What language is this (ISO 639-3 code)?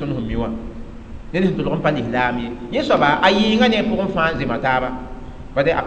mos